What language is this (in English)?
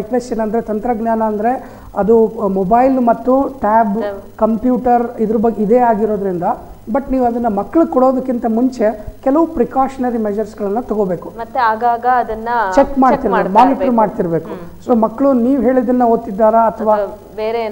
Kannada